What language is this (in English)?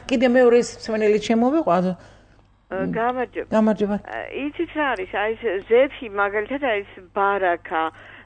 Georgian